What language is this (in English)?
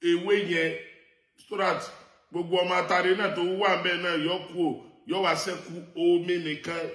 Yoruba